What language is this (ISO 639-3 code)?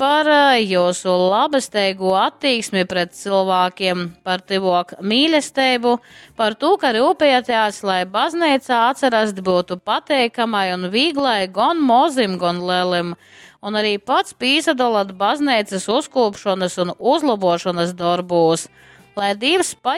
ltg